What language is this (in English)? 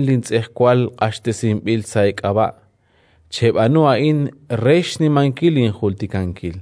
Kekchí